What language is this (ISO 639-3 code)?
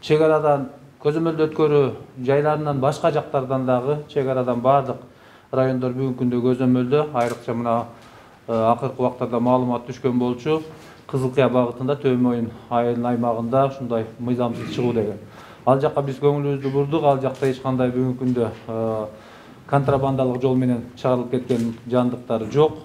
kir